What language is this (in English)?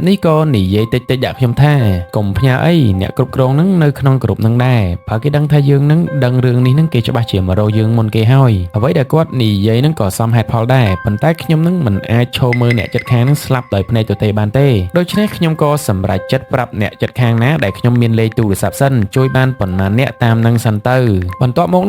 Khmer